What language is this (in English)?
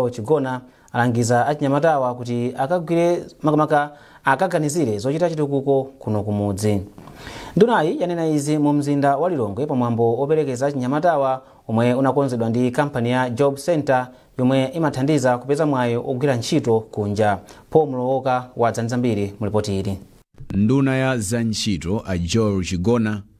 Nyanja